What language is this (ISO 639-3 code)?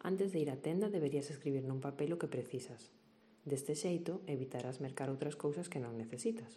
glg